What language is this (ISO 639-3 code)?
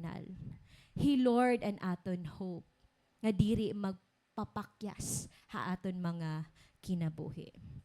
war